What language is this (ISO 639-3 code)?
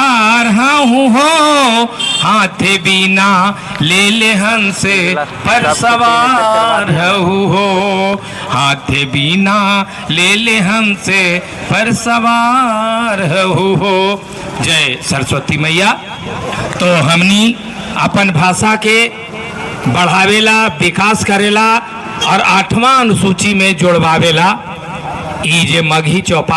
mag